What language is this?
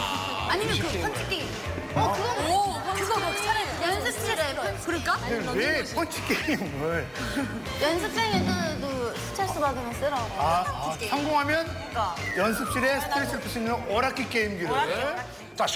Korean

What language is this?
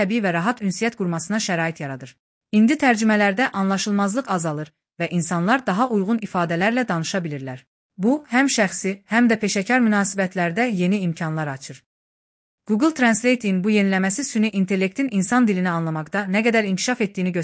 Azerbaijani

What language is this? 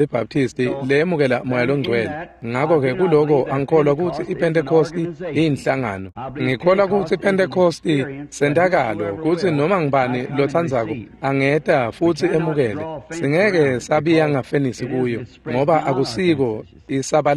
Swati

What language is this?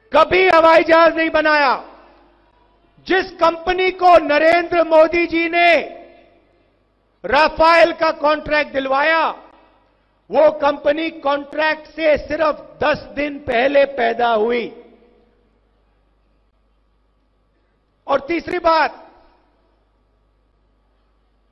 Hindi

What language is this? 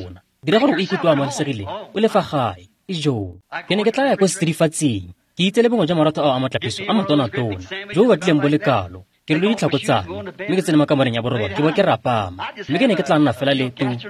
Tswana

